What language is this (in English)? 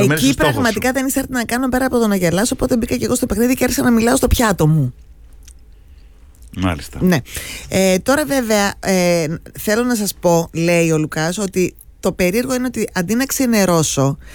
Greek